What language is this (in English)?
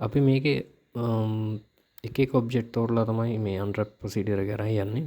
Sinhala